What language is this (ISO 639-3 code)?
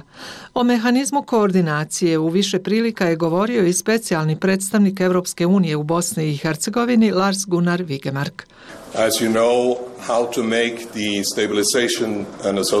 bos